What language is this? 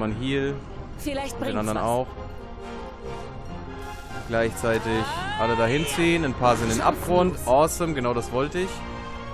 German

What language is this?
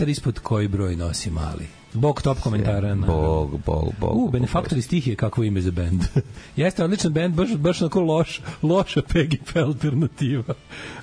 Serbian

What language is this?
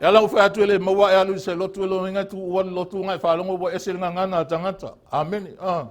Samoan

